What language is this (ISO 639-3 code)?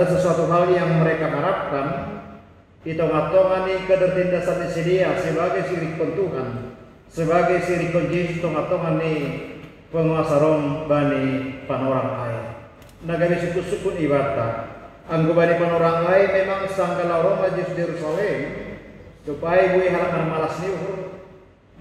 bts